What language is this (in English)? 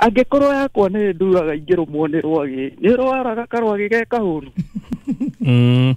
Kikuyu